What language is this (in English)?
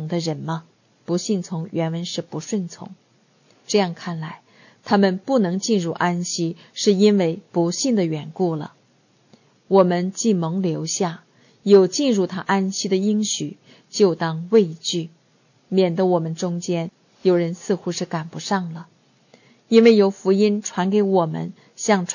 Chinese